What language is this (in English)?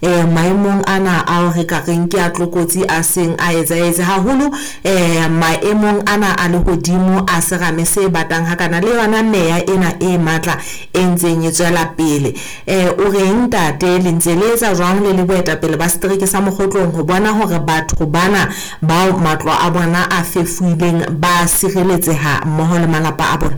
Southern Sotho